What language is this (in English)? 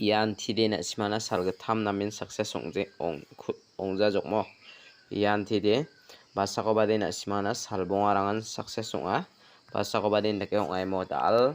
Garo